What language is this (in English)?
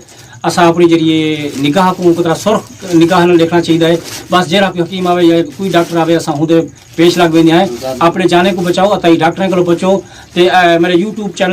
Saraiki